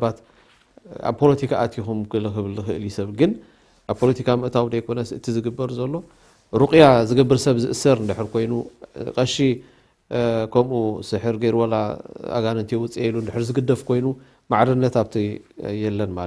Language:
Tigrinya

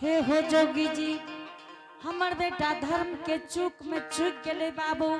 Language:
Angika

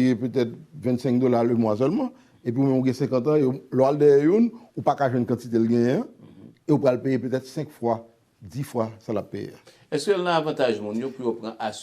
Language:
Haitian Creole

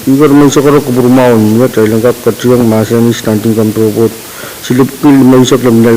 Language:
Pohnpeian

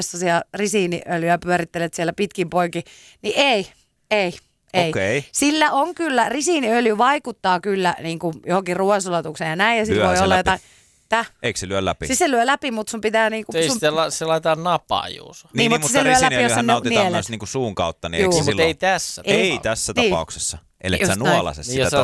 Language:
Finnish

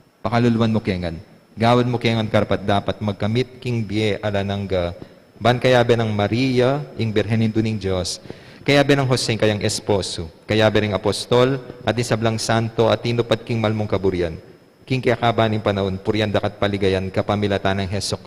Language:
Pampanga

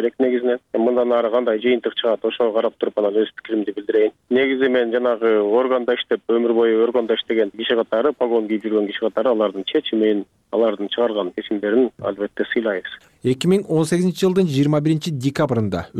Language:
Kyrgyz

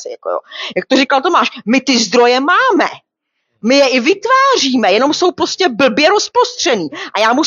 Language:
Czech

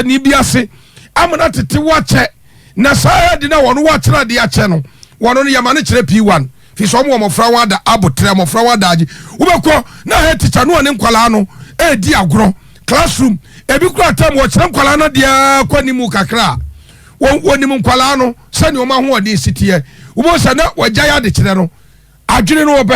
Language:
Akan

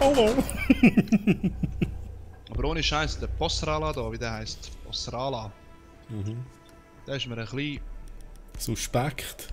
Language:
Swiss German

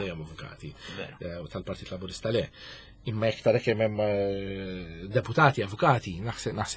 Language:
Maltese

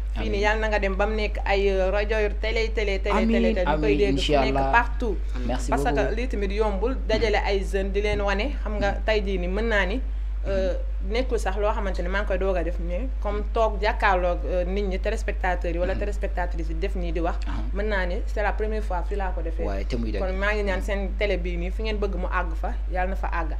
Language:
Wolof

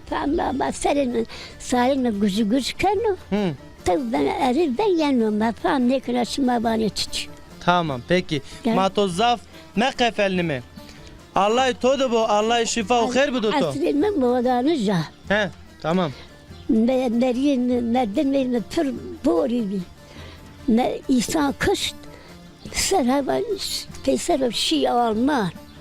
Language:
Zaza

